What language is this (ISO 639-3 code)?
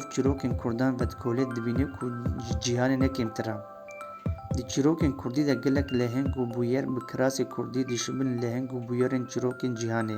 kur